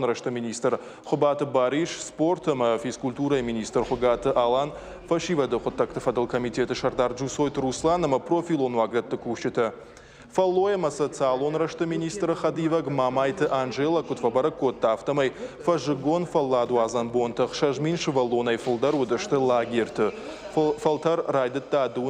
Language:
Ossetic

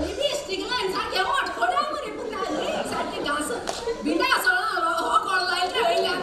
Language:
Konkani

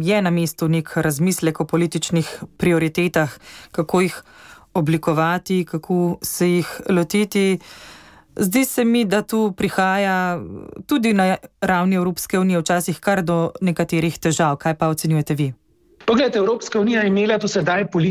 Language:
Slovenian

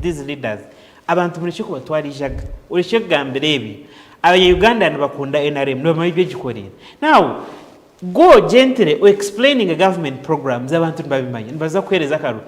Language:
Nyankole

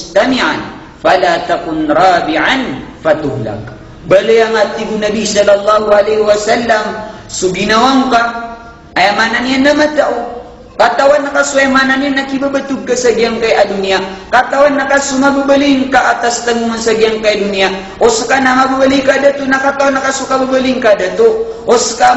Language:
Maranao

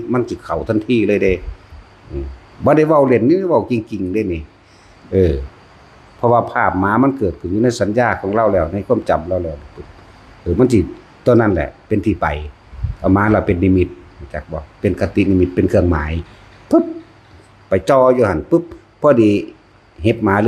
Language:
Northeastern Thai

